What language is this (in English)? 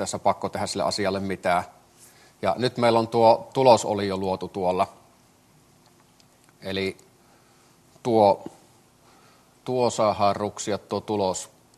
Finnish